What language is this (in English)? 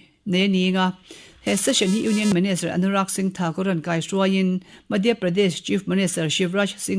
Mizo